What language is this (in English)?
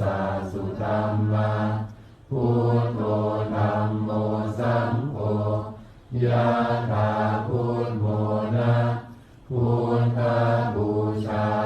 Pali